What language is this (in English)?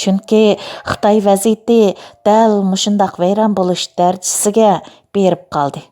Uyghur